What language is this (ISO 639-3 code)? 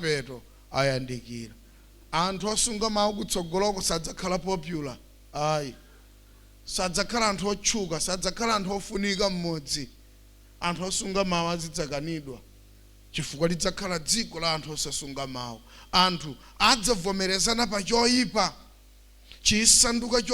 nya